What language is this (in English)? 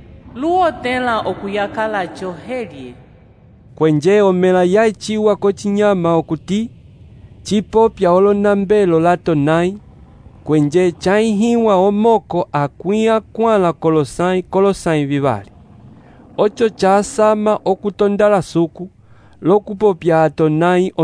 Umbundu